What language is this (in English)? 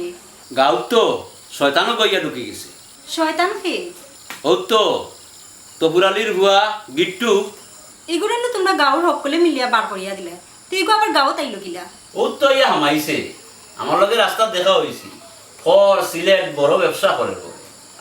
Sylheti